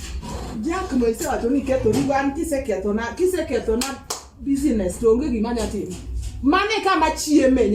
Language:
Luo (Kenya and Tanzania)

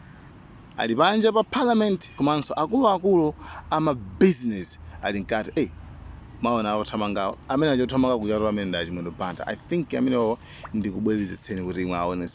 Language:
Nyanja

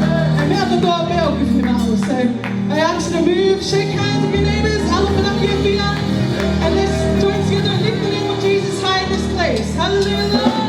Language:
Tongan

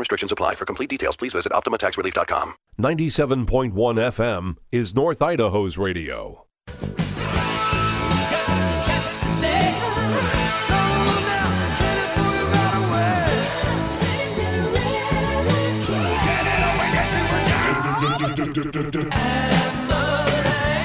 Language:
English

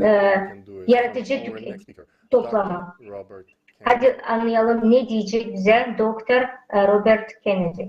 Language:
Gagauz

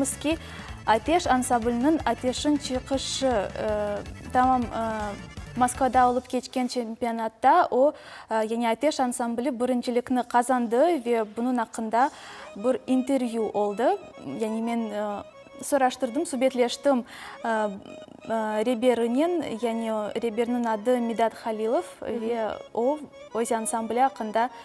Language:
Crimean Tatar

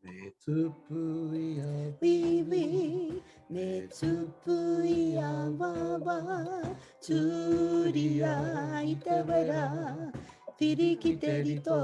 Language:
Māori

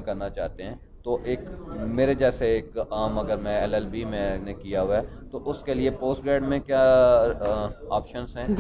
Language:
Hindi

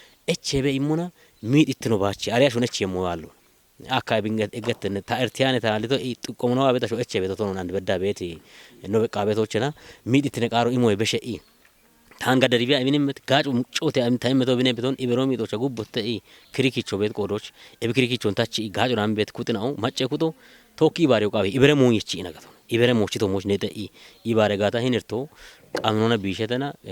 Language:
Kafa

